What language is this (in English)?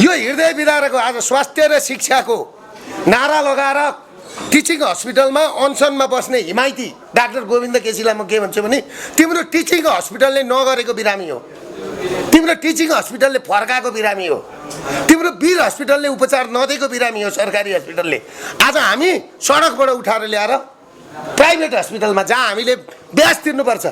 Nepali